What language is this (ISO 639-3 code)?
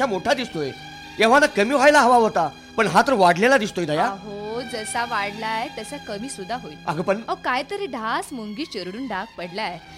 mar